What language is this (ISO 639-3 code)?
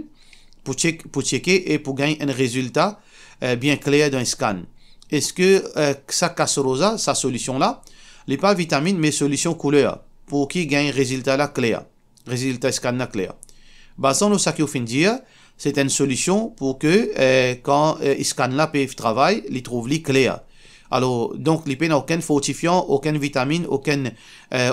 mfe